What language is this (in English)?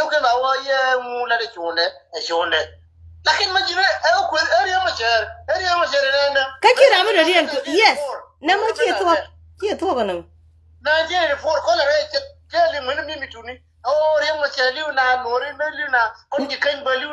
Nuer